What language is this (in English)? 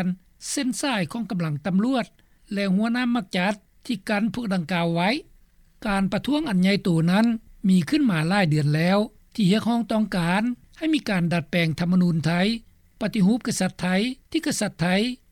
Lao